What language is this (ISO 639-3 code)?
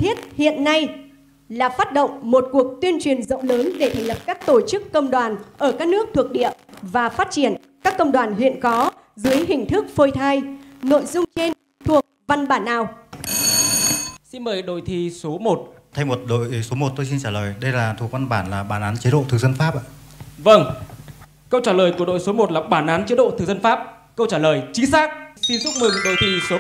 vie